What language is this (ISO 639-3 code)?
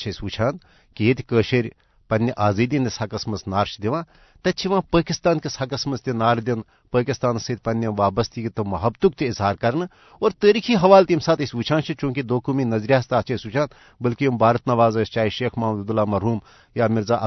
kas